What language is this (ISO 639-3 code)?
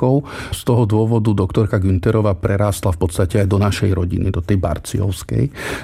slk